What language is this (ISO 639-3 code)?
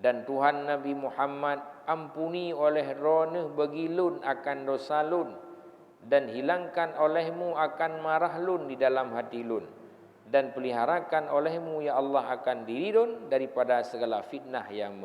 ace